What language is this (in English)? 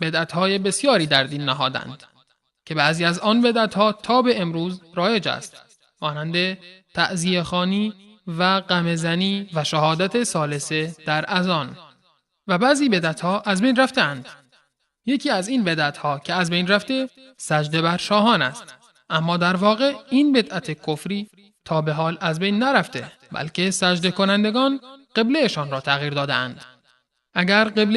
Persian